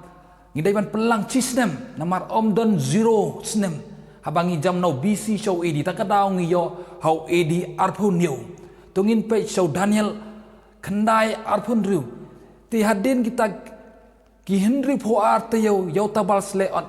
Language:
Khasi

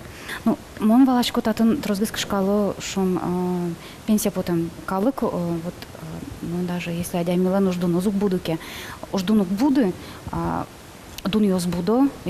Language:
Udmurt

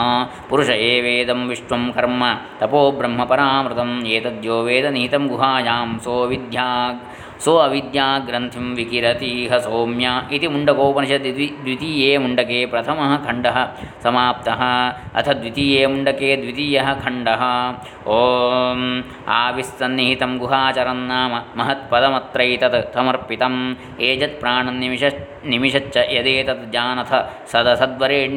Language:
Sanskrit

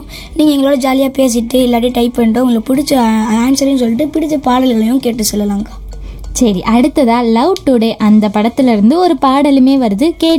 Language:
Tamil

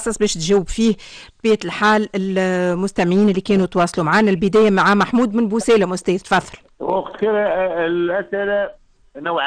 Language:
Tunisian Arabic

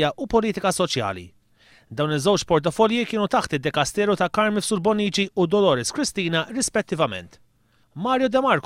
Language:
Maltese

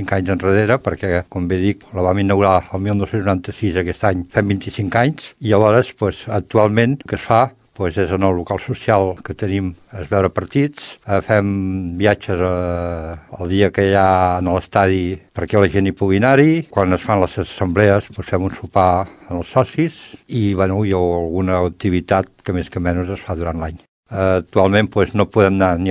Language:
Catalan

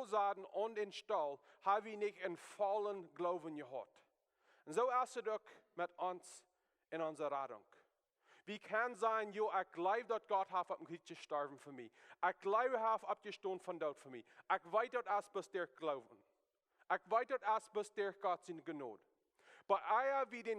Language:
Plautdietsch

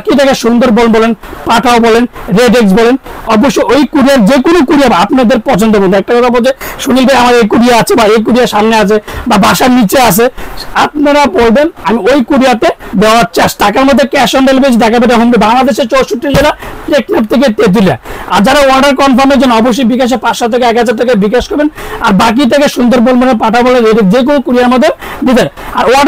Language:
Bangla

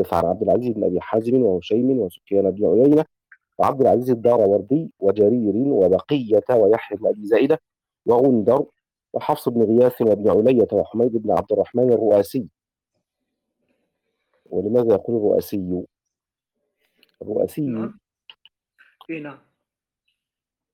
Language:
Arabic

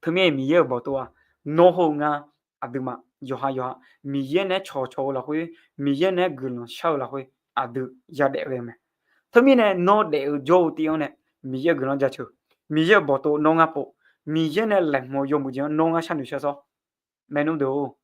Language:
Akha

